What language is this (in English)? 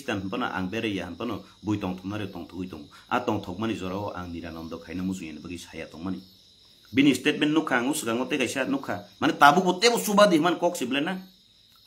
Kok Borok